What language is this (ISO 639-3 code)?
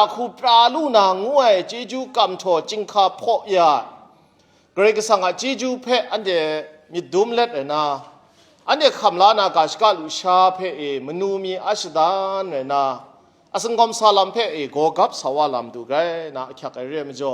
kac